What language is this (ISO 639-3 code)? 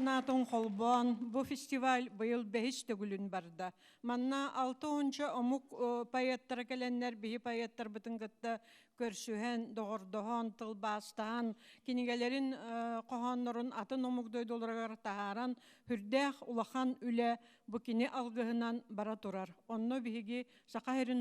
sah